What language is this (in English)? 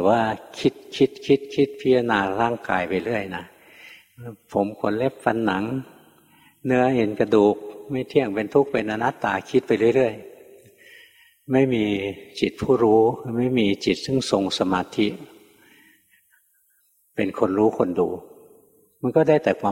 Thai